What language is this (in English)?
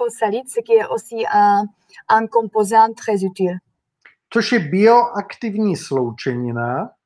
Czech